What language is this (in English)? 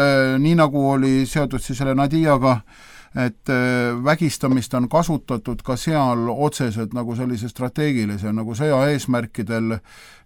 Estonian